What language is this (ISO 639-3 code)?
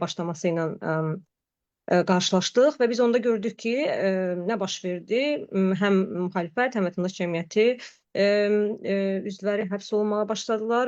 aze